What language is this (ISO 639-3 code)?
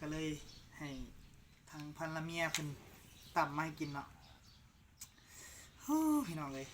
lao